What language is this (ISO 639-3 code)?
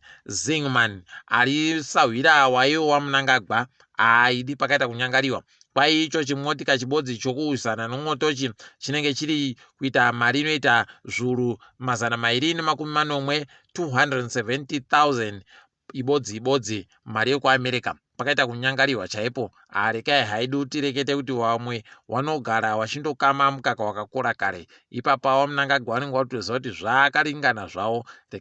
ndc